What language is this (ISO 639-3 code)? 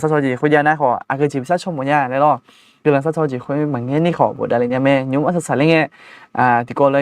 ahk